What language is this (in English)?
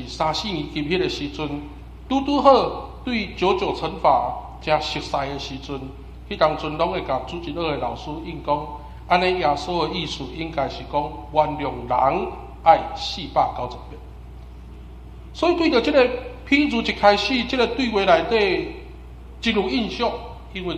Min Nan Chinese